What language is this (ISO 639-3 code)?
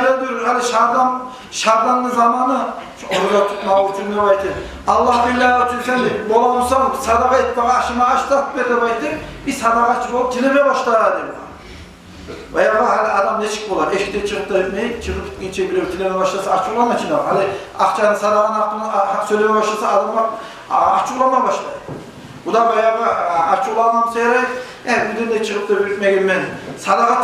kum